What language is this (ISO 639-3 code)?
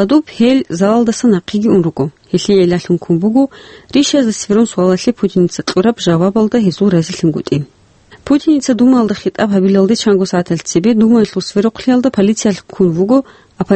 ava